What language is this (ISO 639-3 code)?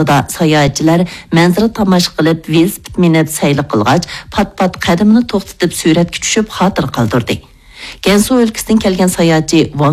uig